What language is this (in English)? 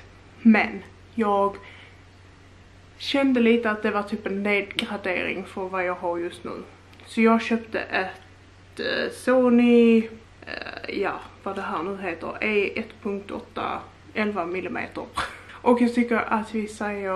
Swedish